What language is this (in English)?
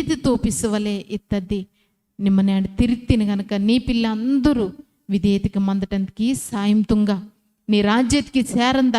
Koya